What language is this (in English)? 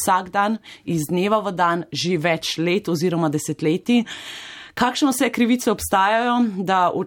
Slovenian